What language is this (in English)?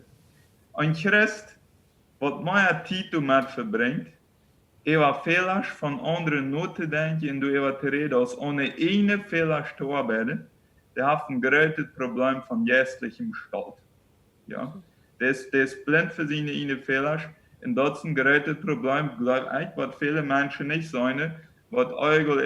Plautdietsch